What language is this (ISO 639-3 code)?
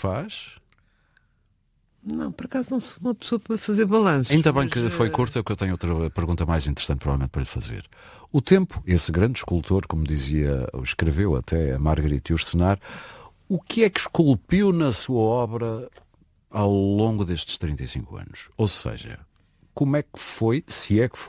por